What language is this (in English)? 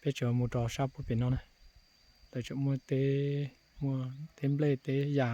Hmong